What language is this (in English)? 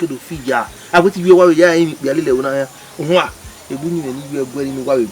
Bini